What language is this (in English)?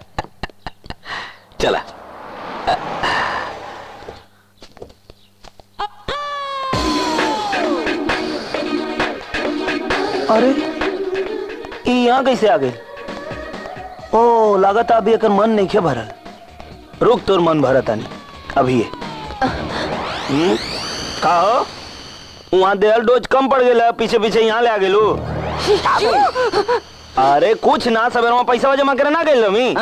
Bhojpuri